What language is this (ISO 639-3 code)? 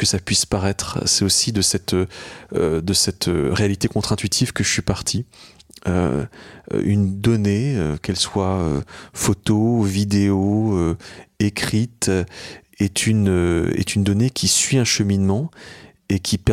fra